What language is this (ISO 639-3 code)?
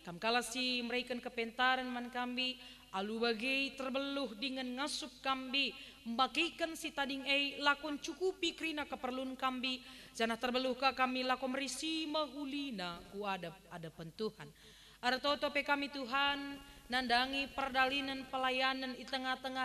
btx